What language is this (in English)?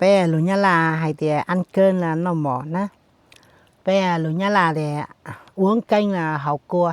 Hmong